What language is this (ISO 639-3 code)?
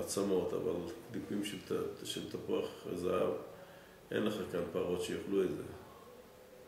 heb